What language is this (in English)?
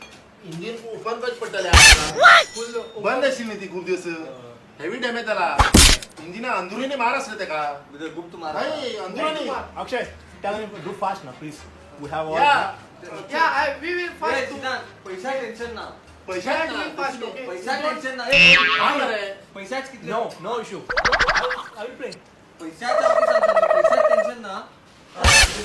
Konkani